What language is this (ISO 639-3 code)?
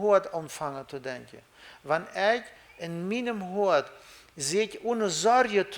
pdt